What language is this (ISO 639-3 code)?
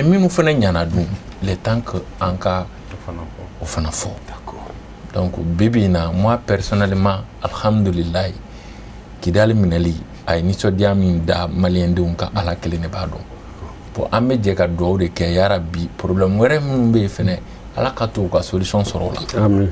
bam